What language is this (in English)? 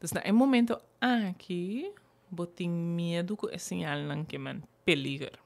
Papiamento